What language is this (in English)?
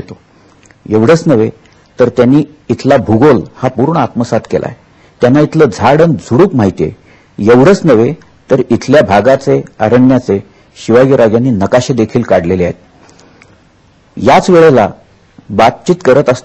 Marathi